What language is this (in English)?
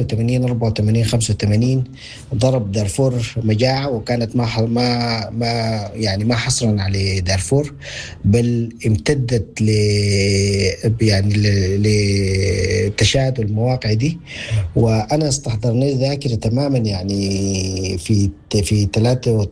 Sudanese Arabic